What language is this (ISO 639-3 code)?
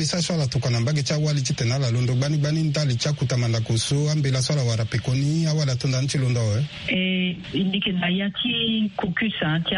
sag